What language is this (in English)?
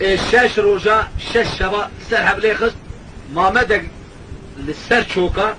Kurdish